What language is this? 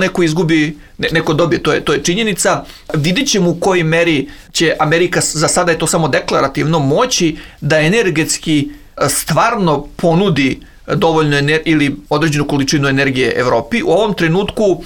Serbian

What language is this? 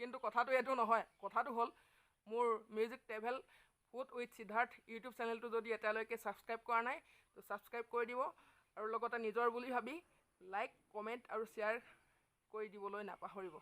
Assamese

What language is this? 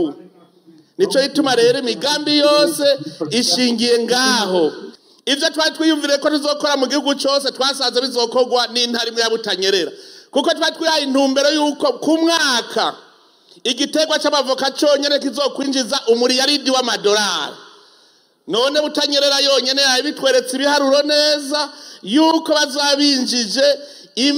Rundi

